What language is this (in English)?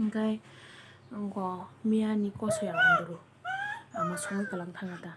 Kok Borok